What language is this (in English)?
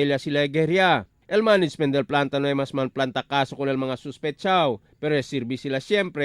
Chavacano